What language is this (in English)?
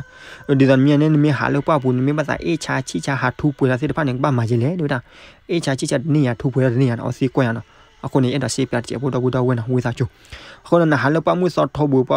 S'gaw Karen